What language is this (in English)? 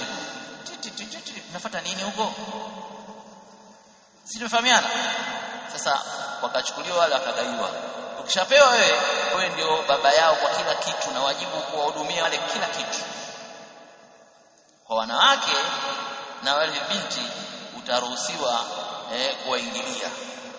Swahili